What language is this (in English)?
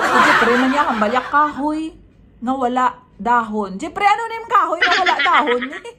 Hiligaynon